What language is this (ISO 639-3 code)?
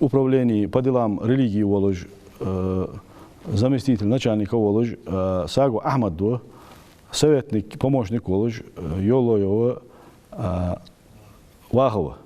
inh